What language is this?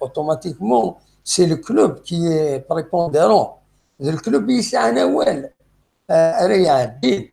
Kabyle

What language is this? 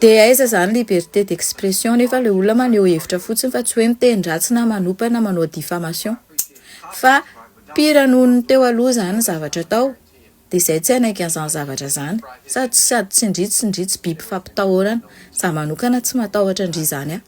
Malagasy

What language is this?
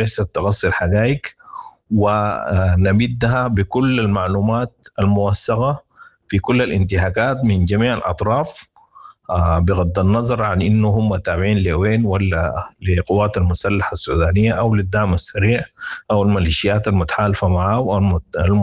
Sudanese Arabic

